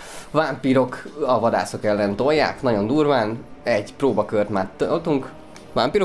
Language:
Hungarian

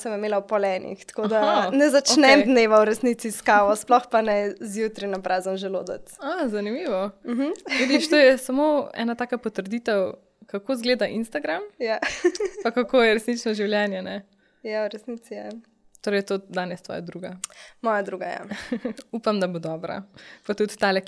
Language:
Slovenian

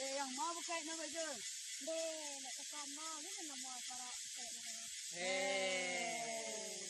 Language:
Minangkabau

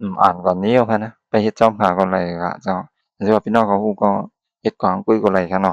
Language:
Shan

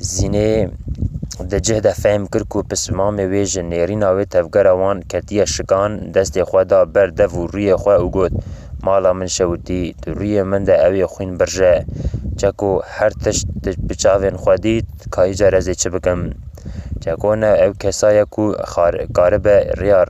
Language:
Kurdish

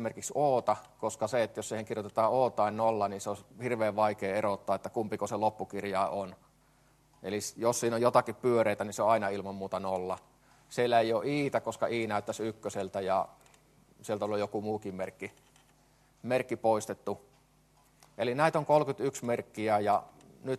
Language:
Finnish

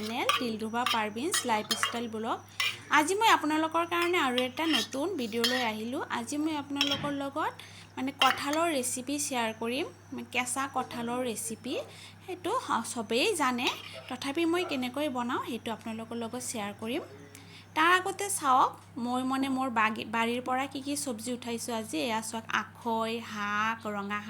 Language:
Assamese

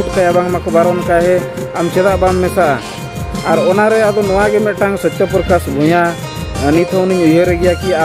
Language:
Santali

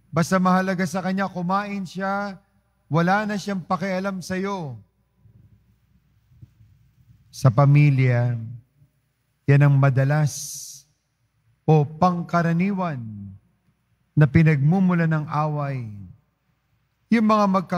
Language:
Filipino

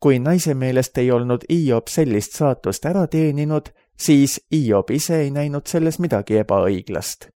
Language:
Estonian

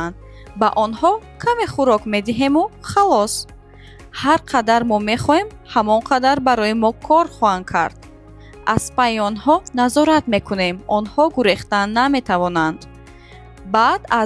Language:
Tajik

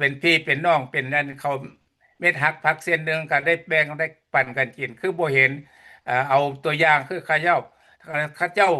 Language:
Lao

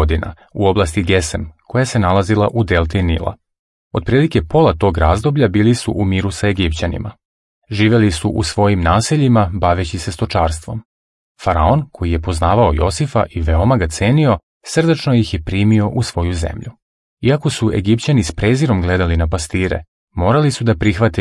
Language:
Serbian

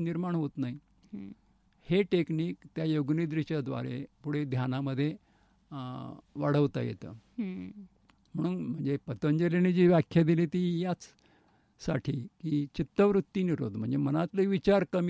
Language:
Marathi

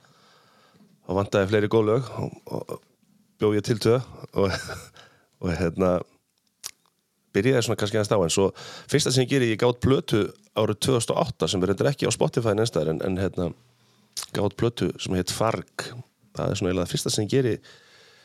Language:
Icelandic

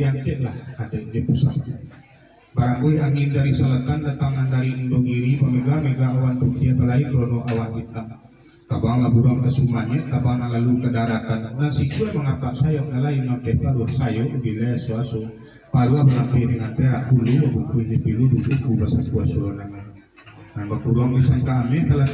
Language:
Minangkabau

